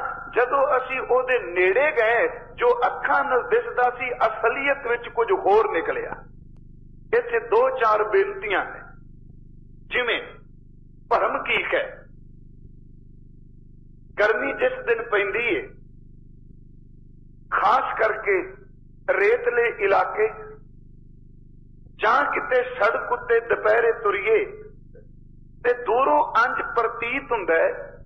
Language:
Punjabi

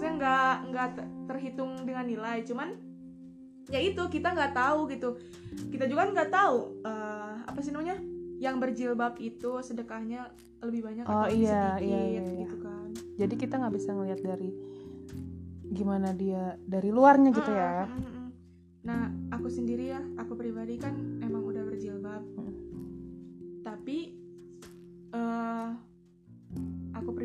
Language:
Indonesian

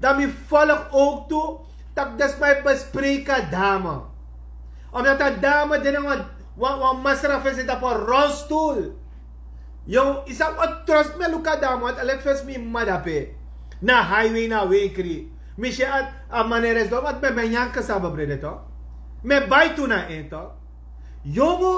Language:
Sranan Tongo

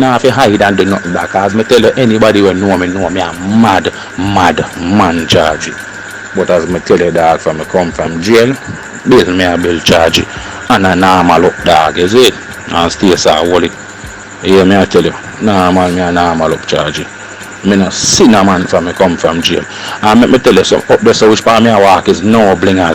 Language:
Jamaican Creole English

